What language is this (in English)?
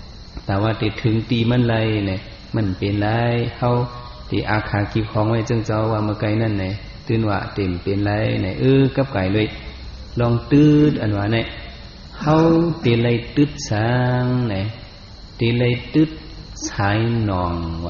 Shan